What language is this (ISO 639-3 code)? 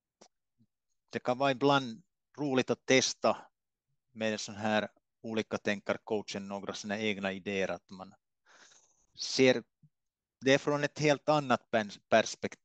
swe